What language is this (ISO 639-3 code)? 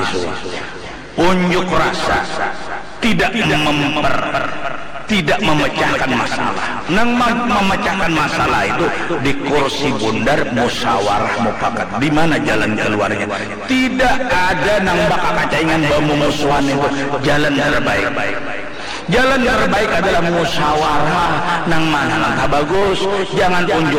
bjn